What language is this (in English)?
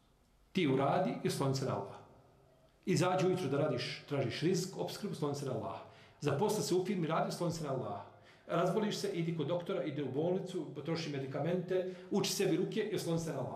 Bosnian